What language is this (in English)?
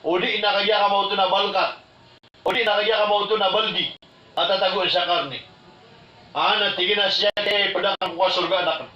Maranao